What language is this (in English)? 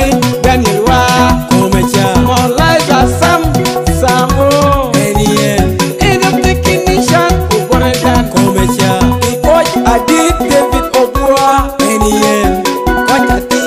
Lango (Uganda)